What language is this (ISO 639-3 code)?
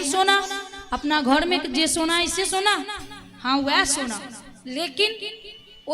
mai